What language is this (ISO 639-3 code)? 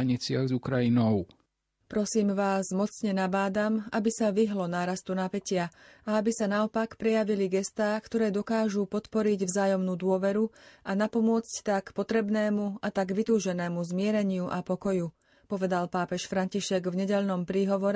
slk